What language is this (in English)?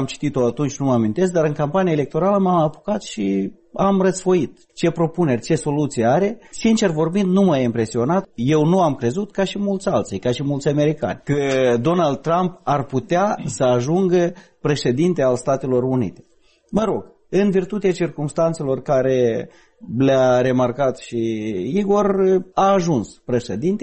Romanian